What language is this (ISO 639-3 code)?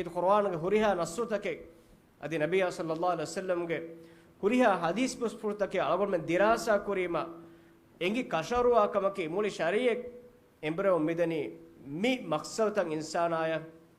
div